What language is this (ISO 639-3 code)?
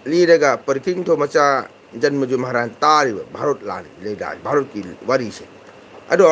mni